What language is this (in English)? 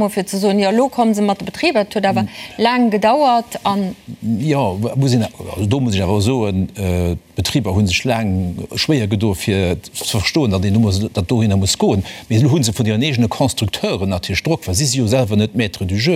Luxembourgish